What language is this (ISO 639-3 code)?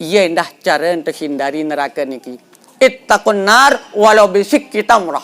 sas